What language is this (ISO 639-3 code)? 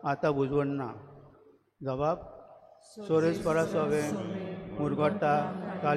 kok